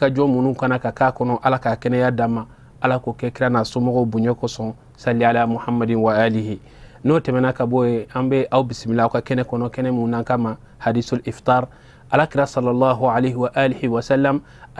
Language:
Bambara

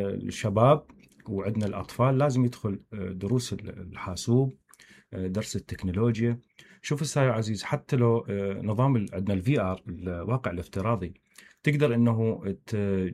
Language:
Mesopotamian Arabic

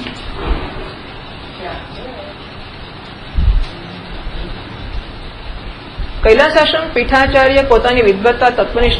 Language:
Gujarati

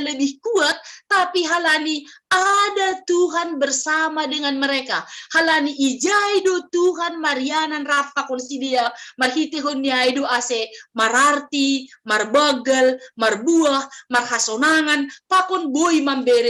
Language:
Batak Simalungun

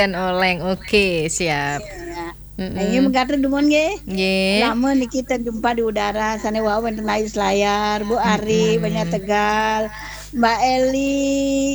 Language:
Balinese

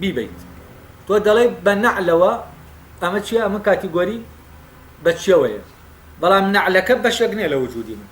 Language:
Central Kurdish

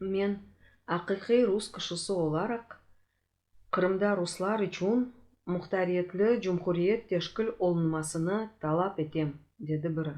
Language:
Crimean Tatar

